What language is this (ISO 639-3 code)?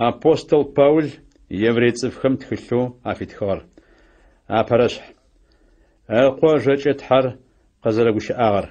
ady